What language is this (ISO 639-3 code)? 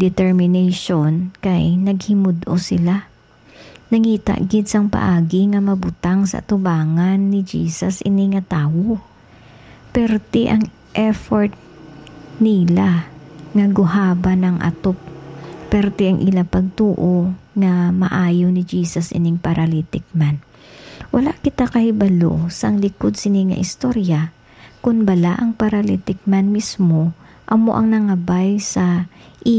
hil